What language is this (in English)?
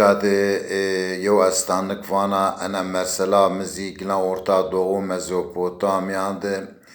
Zaza